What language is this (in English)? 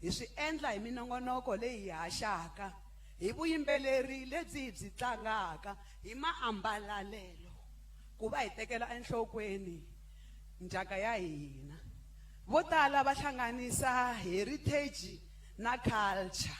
Tsonga